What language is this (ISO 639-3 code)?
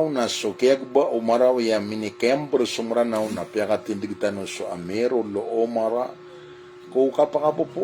mrw